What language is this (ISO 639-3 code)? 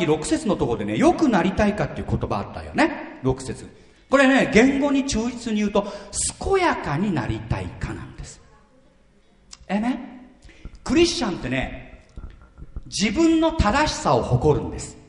jpn